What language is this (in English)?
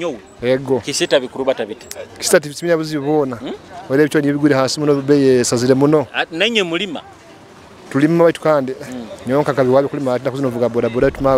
Nyoro